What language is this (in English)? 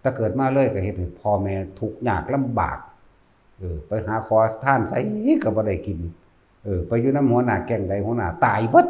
Northeastern Thai